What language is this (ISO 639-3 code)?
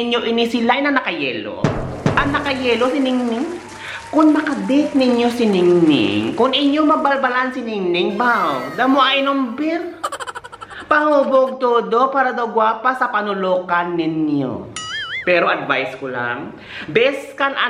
hil